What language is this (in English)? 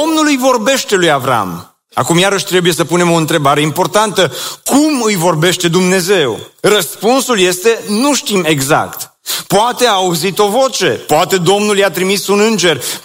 Romanian